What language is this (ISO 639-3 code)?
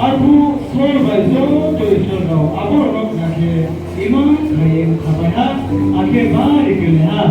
ria